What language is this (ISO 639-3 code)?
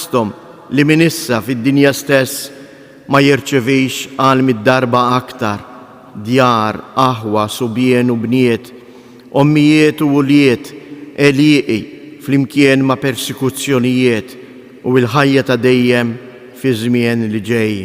mlt